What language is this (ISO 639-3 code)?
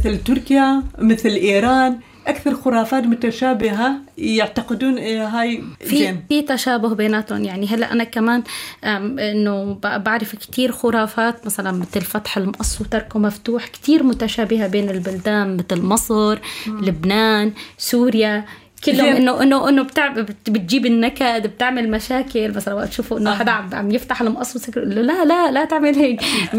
apc